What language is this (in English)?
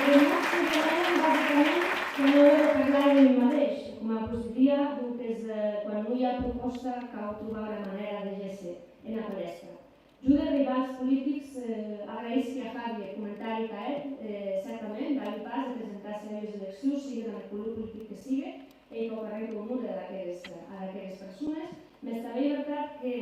Occitan